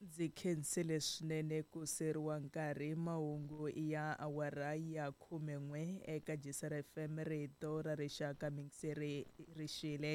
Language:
Tsonga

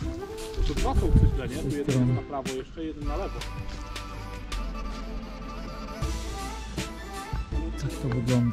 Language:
Polish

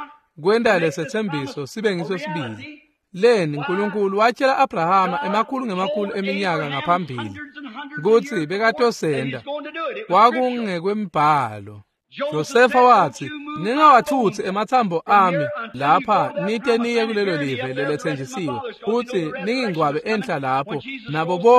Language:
Swati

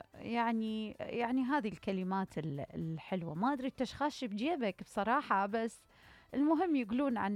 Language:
Mesopotamian Arabic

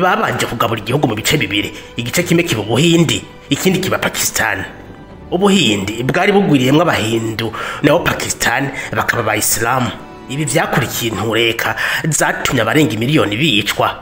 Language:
Rundi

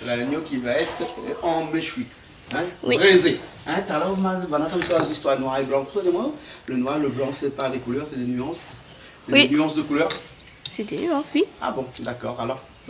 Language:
Réunion Creole French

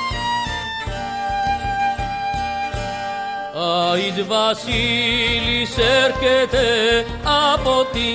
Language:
Greek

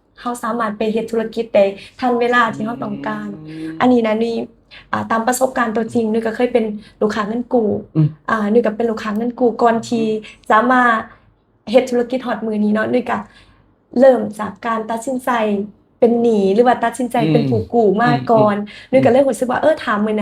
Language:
Lao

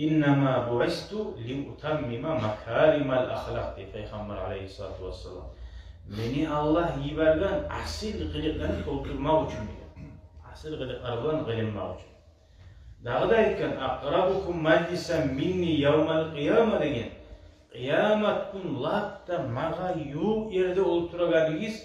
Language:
Kumyk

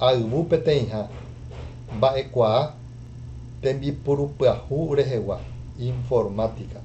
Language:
Guarani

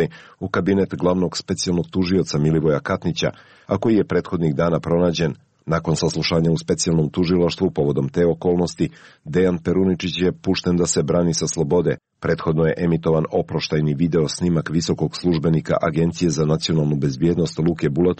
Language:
Serbian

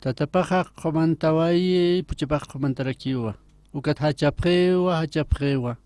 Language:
Aymara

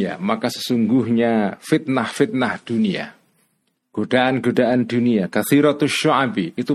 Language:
Indonesian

